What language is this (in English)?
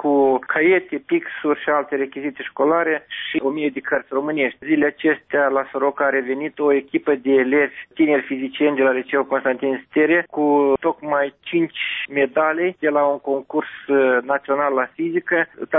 Romanian